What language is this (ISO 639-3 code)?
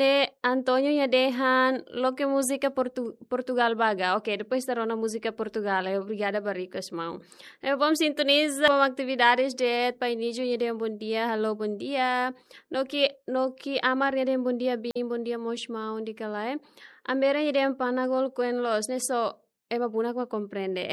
tet